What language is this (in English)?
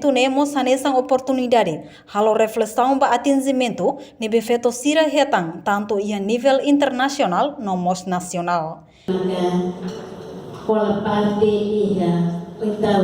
Tetum